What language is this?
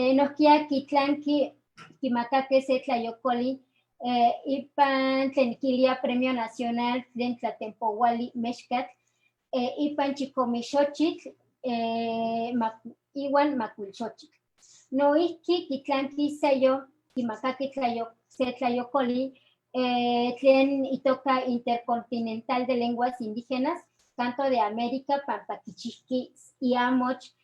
Eastern Huasteca Nahuatl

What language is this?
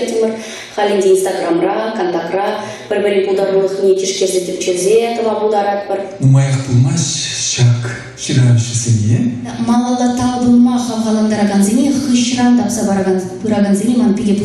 Chuvash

